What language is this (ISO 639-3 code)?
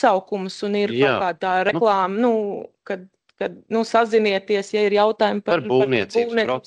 lav